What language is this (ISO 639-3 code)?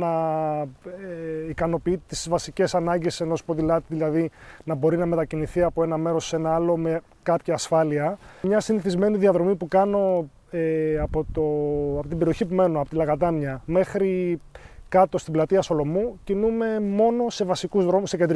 ell